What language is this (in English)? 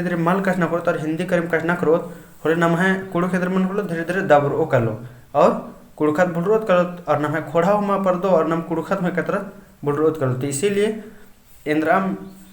Kurukh